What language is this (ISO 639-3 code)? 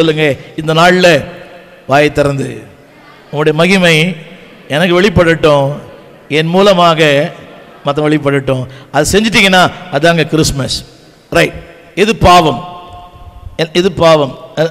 tam